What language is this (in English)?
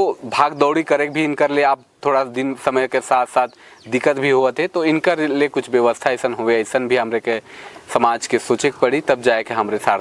Sadri